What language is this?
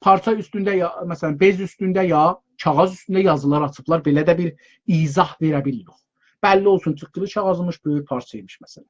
South Azerbaijani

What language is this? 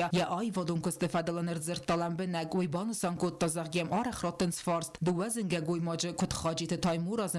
Ossetic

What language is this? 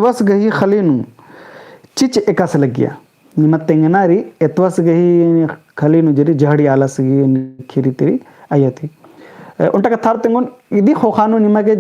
Kurukh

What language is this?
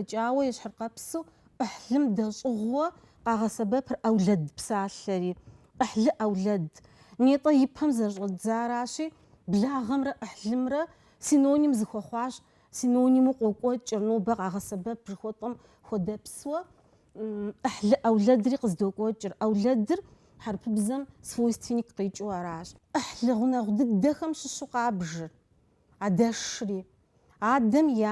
Kabardian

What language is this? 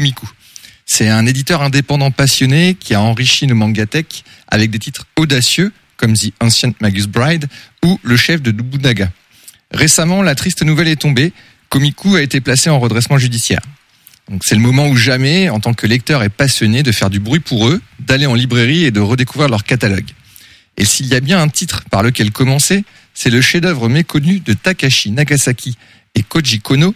French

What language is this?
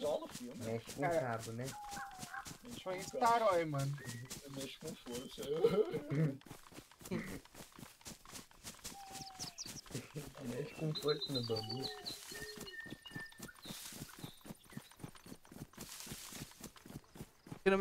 Portuguese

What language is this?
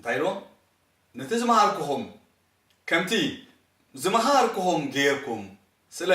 Tigrinya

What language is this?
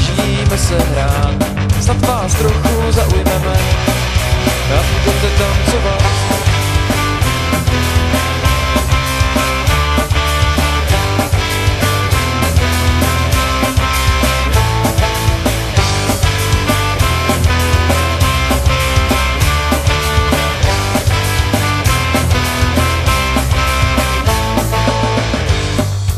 Czech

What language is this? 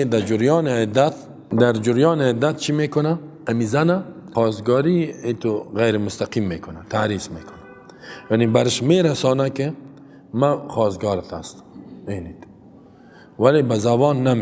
Persian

